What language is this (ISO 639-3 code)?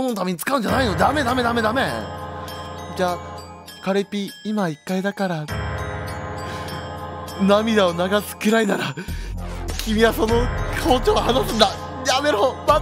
jpn